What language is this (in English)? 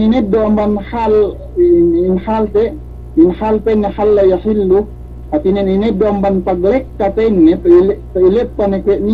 Yakan